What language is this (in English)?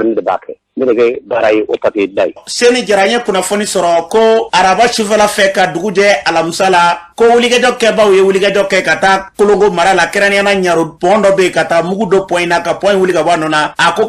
Bambara